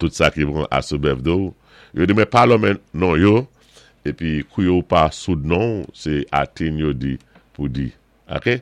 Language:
Saint Lucian Creole French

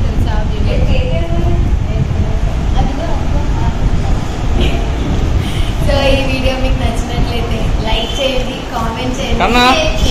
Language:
Telugu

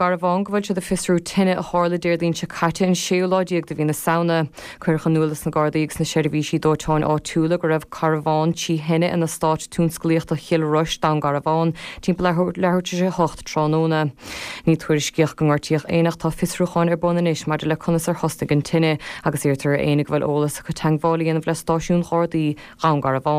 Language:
Irish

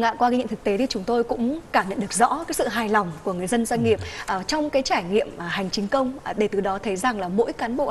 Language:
Vietnamese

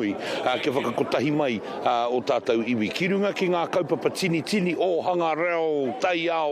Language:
Māori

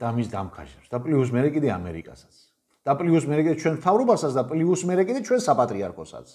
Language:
Georgian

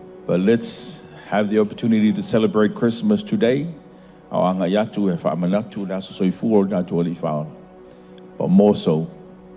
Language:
Samoan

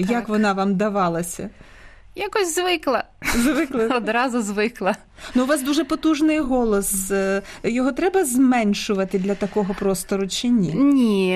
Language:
Ukrainian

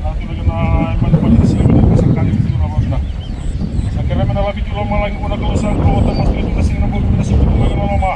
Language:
Fijian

